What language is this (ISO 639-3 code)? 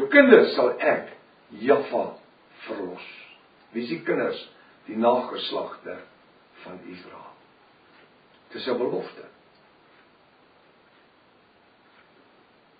afr